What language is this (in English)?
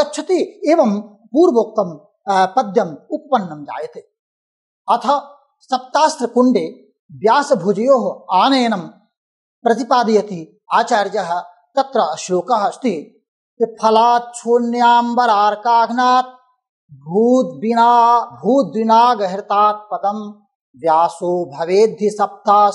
Sanskrit